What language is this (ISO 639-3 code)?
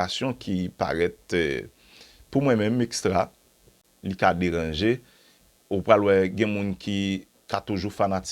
hat